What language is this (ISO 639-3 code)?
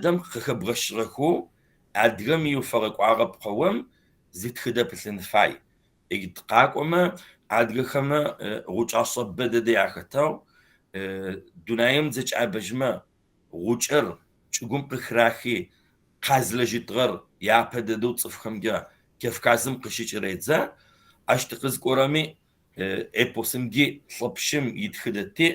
kbd